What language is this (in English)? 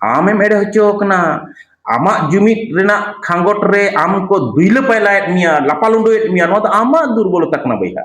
Santali